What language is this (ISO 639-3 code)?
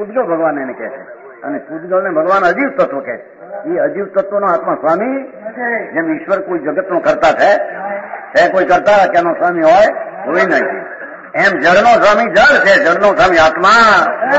guj